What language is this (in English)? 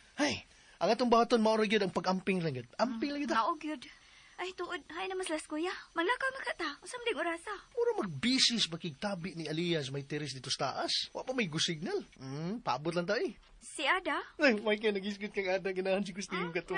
Cebuano